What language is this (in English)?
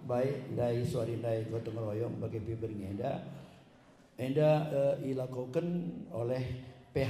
Batak Karo